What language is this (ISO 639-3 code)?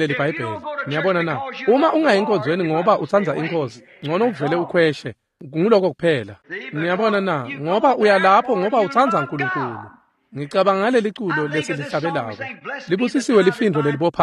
ssw